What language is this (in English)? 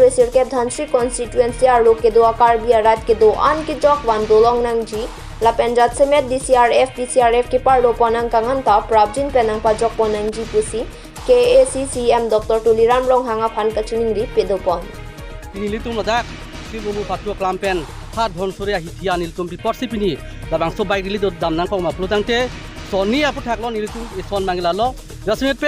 Karbi